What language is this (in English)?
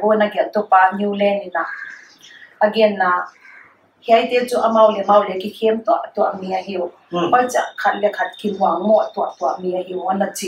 Paite Chin